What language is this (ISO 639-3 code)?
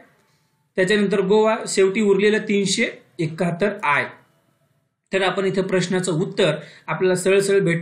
mar